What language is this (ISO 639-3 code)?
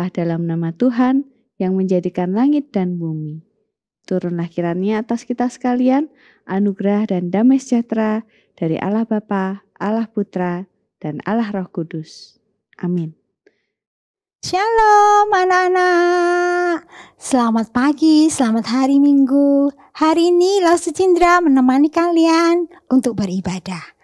ind